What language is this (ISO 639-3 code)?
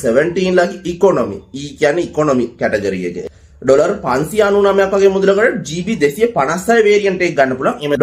sin